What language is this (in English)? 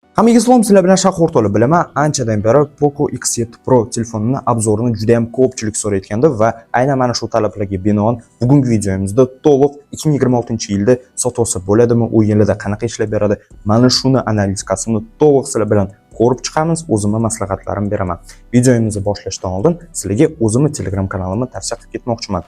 Uzbek